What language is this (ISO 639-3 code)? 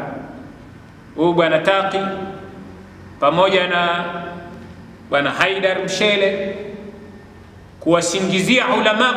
swa